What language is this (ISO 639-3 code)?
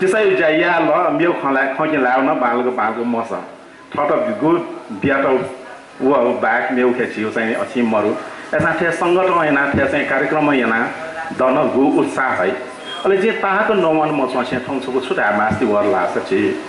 new